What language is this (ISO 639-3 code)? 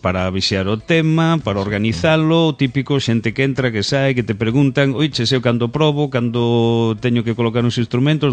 glg